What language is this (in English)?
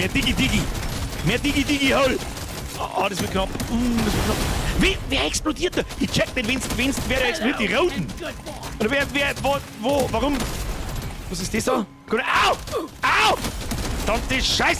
Bavarian